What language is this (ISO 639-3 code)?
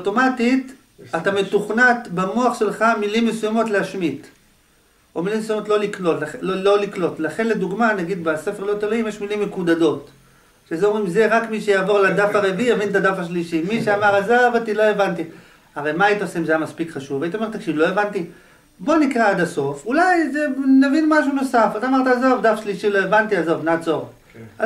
heb